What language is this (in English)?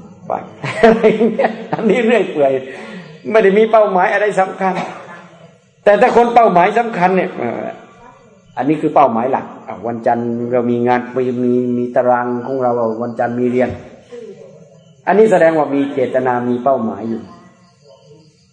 Thai